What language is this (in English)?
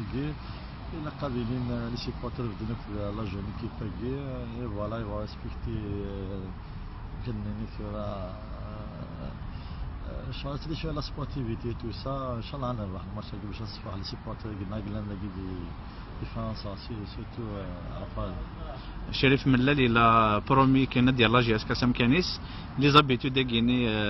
Kabyle